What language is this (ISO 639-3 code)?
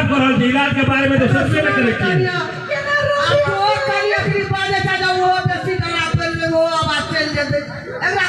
mai